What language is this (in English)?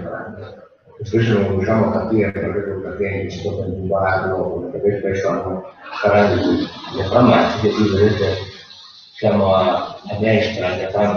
Italian